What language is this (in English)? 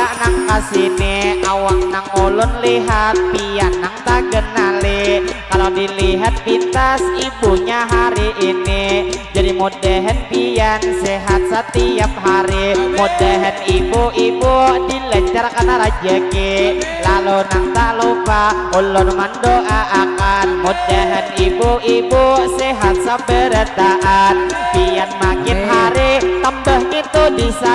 Banjar